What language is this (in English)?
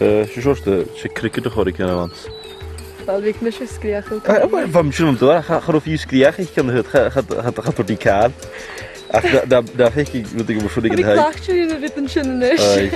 Scottish Gaelic